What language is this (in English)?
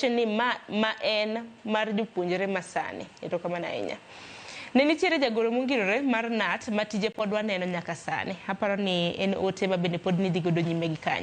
Luo (Kenya and Tanzania)